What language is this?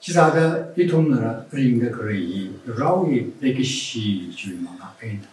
Tangkhul Naga (India)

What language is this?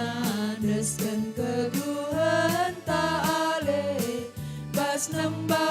Batak Karo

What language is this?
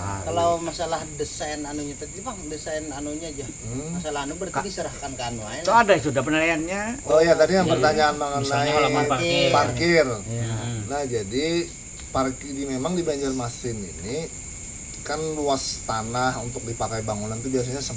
Banjar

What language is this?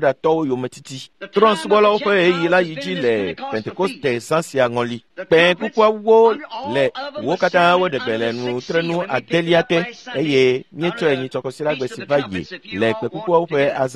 Ewe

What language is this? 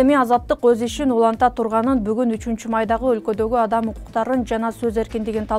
Kyrgyz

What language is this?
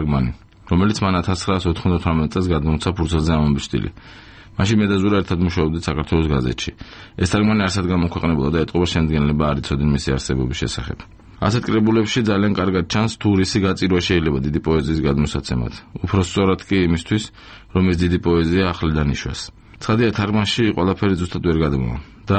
Georgian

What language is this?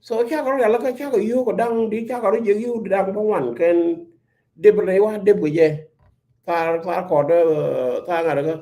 Nuer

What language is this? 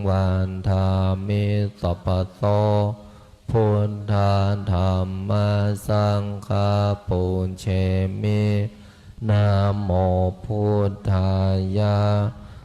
Pali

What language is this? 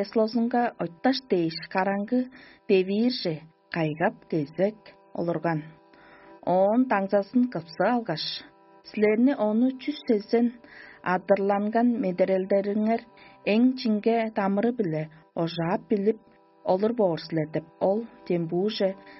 Tuvinian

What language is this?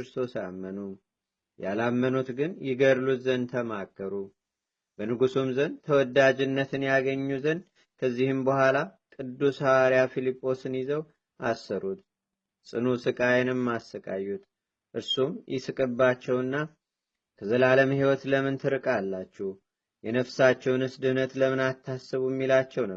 Amharic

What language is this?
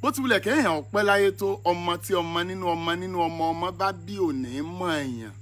Yoruba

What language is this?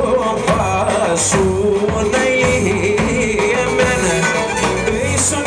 Greek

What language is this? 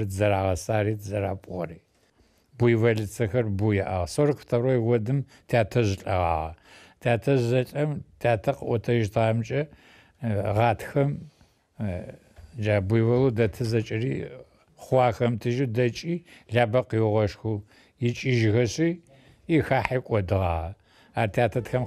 Adyghe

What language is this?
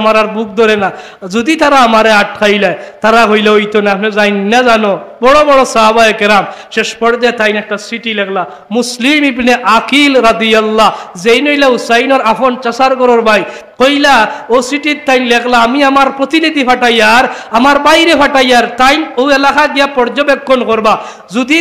Sylheti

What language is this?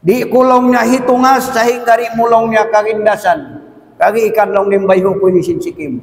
Tausug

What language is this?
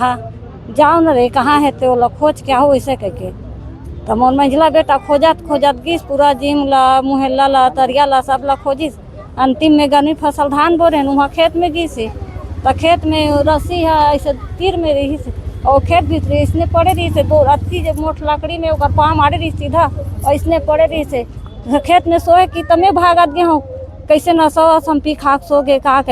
Chhattisgarhi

